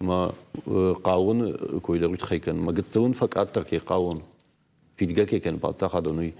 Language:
Ossetic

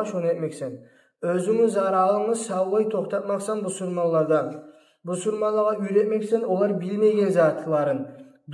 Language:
Kumyk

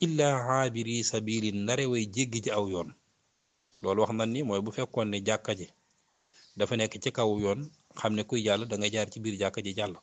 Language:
Wolof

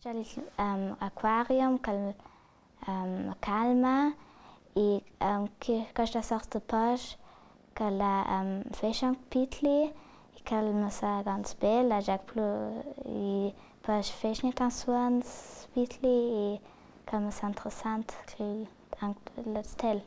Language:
Ladin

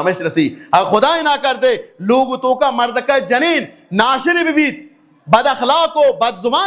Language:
Baluchi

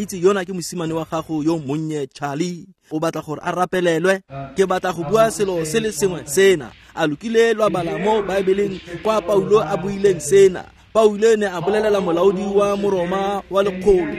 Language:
Tswana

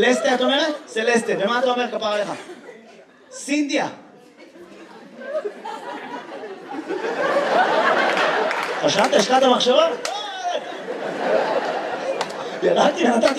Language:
Hebrew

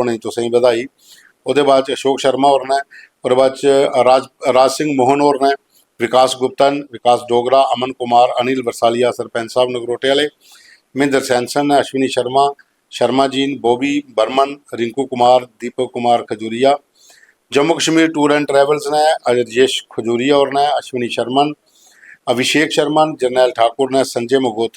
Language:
Dogri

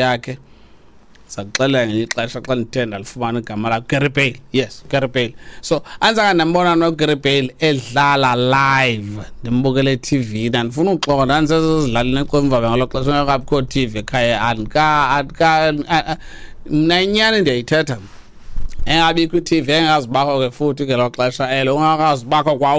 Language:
Xhosa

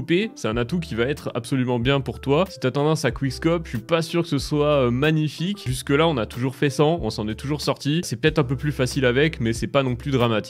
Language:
French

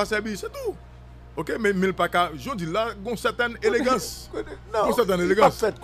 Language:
Haitian Creole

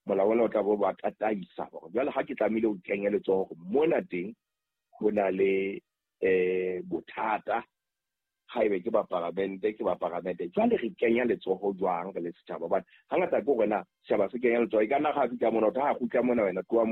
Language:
Southern Sotho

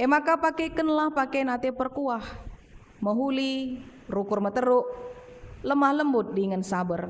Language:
Batak Karo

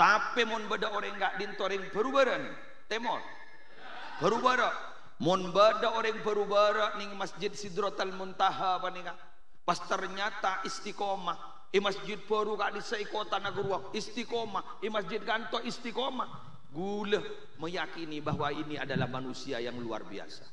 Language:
Madurese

